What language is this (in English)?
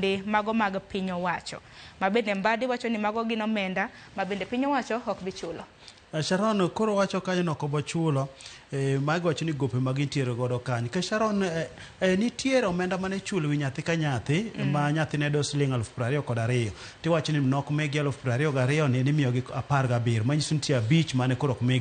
Luo (Kenya and Tanzania)